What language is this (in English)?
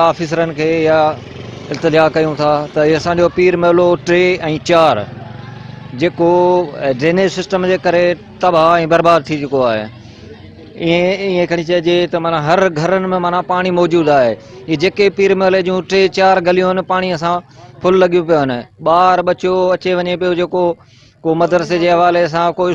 Sindhi